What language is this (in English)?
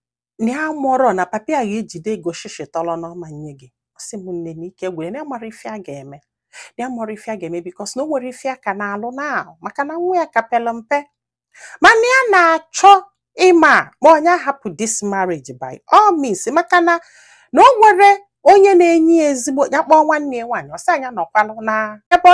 Igbo